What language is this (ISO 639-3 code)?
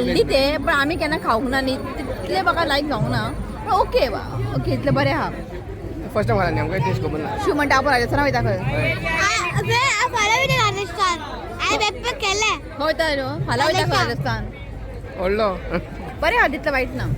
kok